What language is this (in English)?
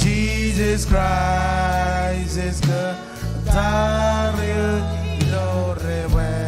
Marshallese